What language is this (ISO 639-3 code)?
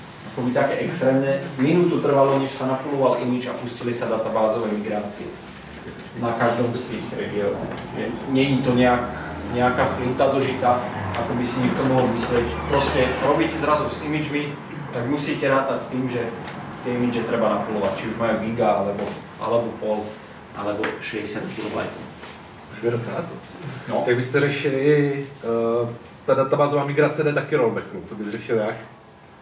slk